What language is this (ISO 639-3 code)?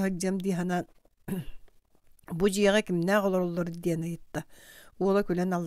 sah